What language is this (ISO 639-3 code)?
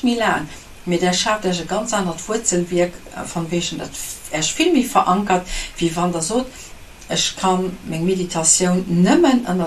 ltz